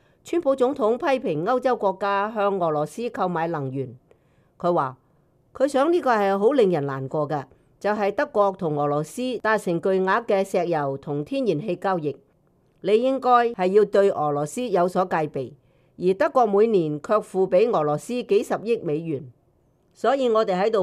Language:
Cantonese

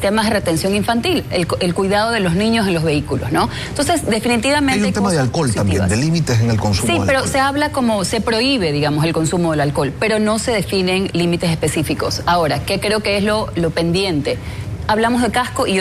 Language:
Spanish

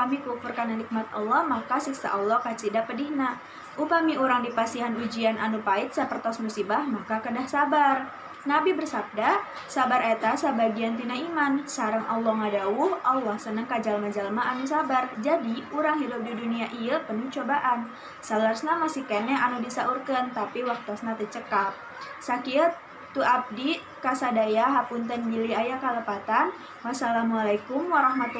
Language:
Sundanese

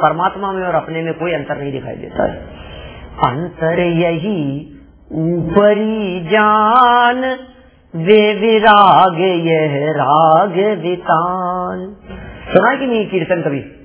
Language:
Hindi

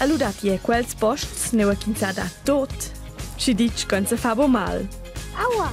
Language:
Romansh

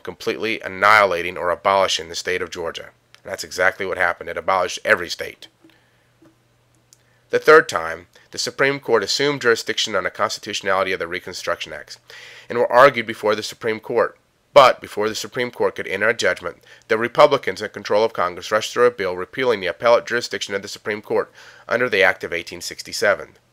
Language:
English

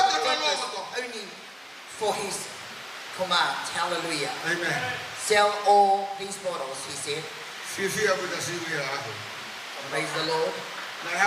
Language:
Tongan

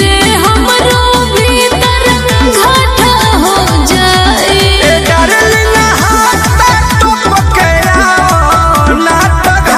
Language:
Bhojpuri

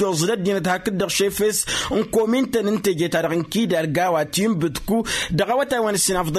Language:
Tamasheq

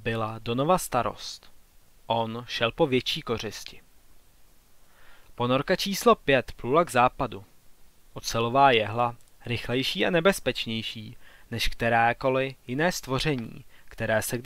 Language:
Czech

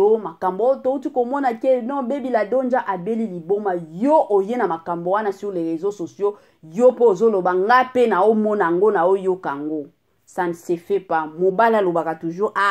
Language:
Lingala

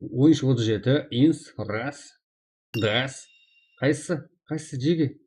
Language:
Kara-Kalpak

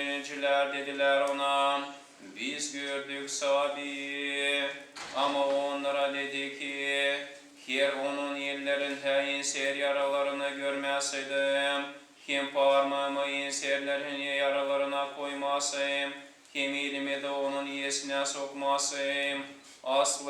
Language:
Gagauz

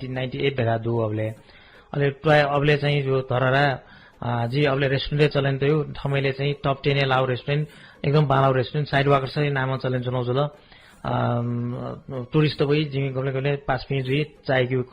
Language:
Newari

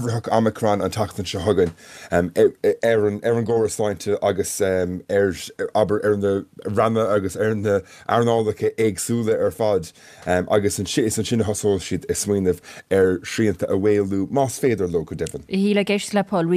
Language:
Irish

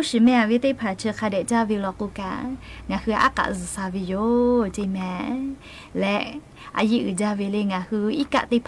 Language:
Lahu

